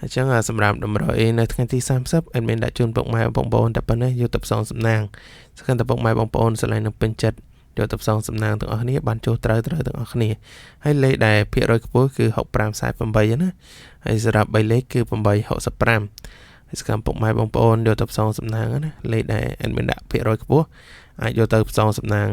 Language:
Khmer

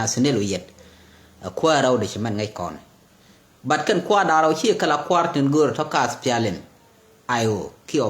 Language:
Nuer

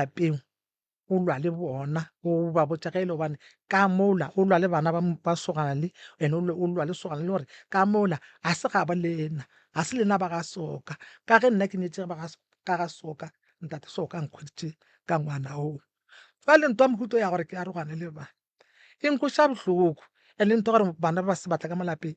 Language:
Northern Sotho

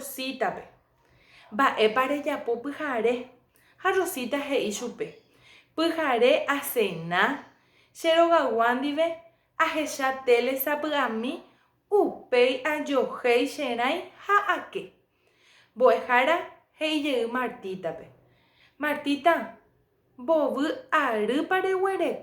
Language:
Guarani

